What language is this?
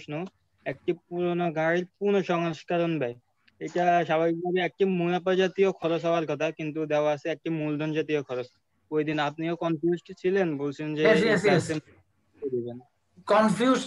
Bangla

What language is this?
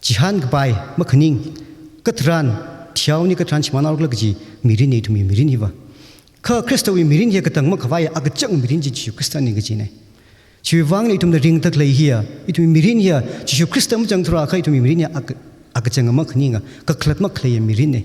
Tangkhul Naga (India)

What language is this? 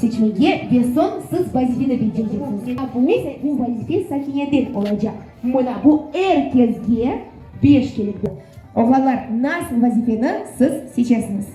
Crimean Tatar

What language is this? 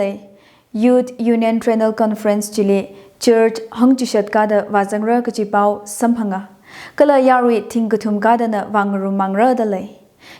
Tangkhul Naga (India)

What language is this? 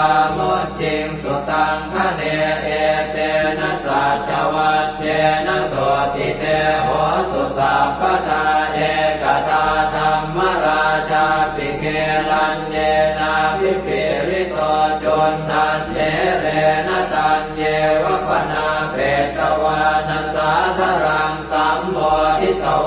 Pali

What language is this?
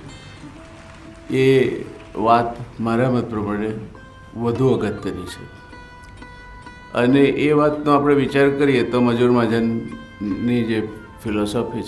Gujarati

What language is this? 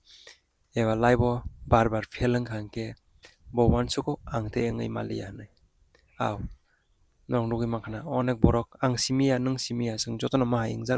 Kok Borok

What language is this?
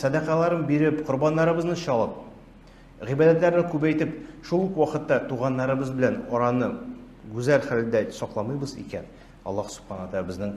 Tatar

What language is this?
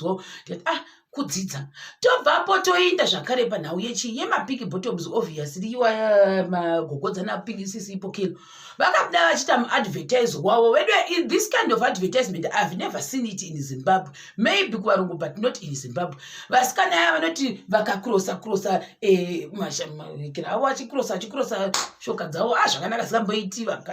Shona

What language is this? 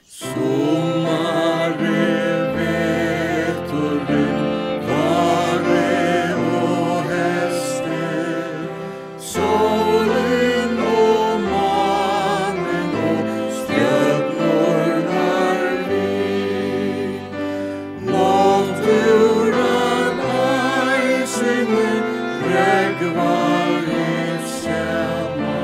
Faroese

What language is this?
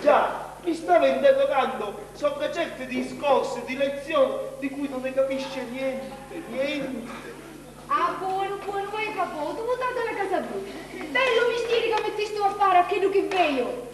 Sicilian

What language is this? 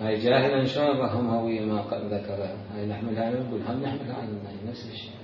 Mesopotamian Arabic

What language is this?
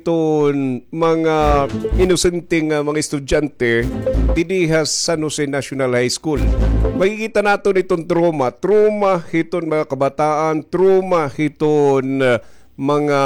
Waray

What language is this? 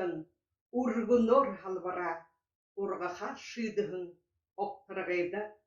Buriat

